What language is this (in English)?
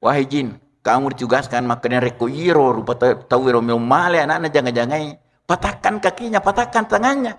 Buginese